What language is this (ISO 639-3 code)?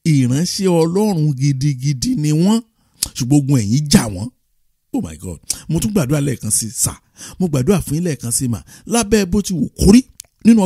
yor